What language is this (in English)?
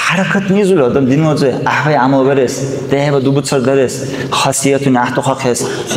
Dargwa